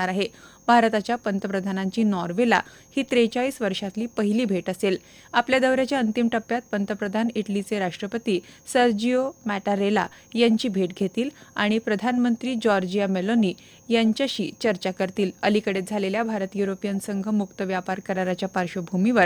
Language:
Marathi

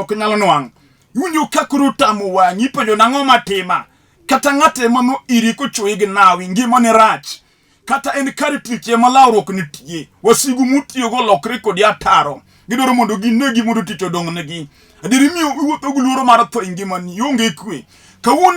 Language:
Luo (Kenya and Tanzania)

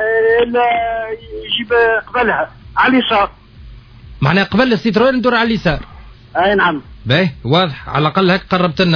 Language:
Tunisian Arabic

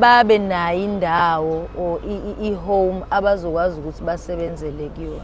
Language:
Zulu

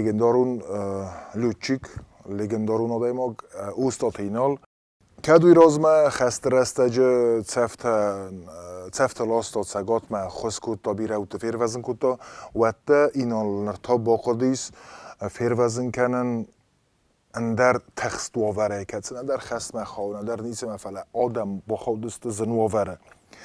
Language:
Ossetic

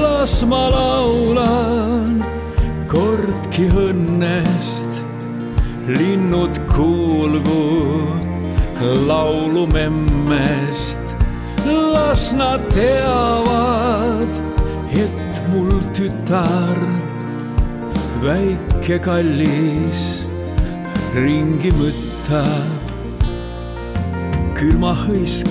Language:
Estonian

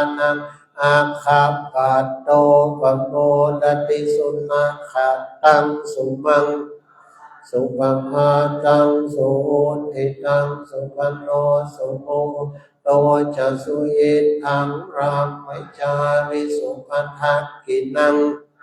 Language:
Pali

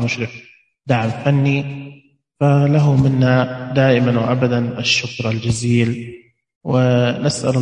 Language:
Najdi Arabic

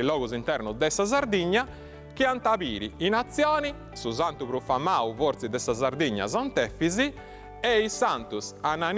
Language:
Sardinian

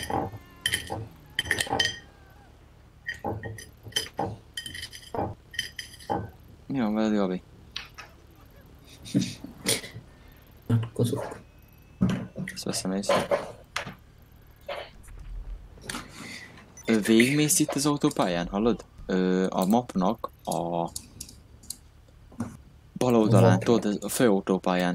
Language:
Hungarian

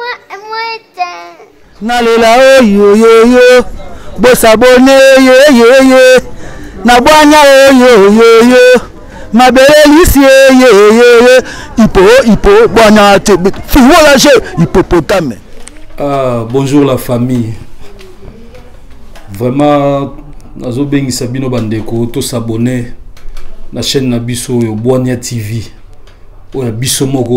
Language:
Lingala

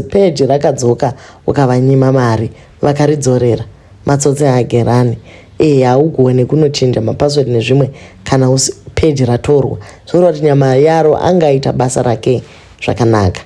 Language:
Shona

